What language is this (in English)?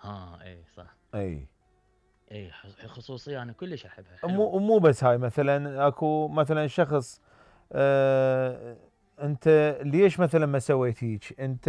Mesopotamian Arabic